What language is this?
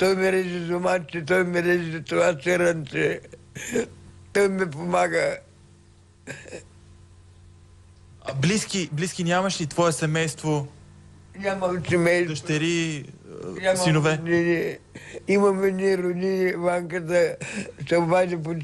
Bulgarian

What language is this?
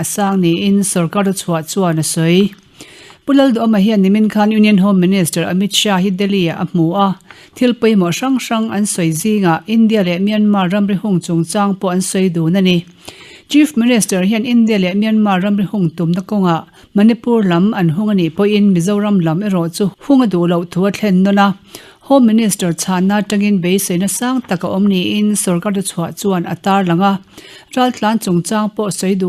Mizo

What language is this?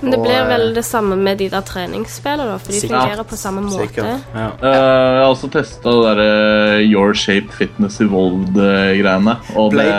Norwegian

